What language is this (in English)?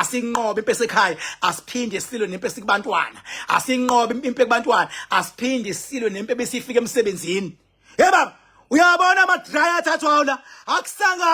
Zulu